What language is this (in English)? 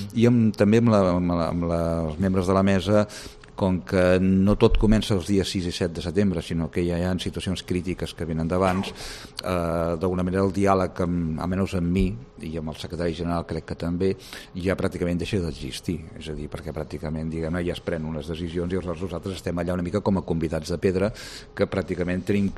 Catalan